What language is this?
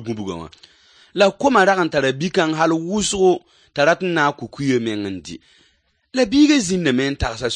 Mossi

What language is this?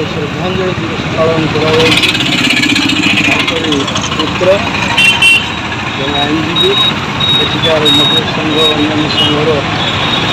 Odia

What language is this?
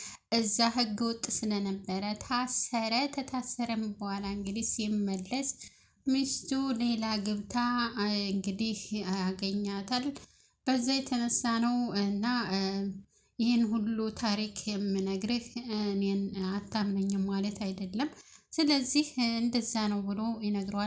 Amharic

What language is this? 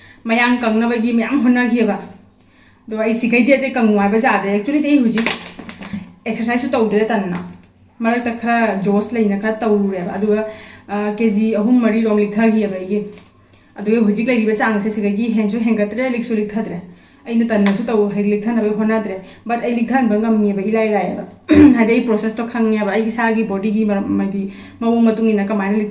Manipuri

